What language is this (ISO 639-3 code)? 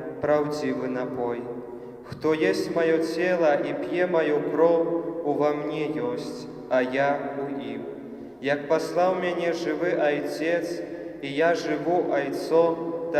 bel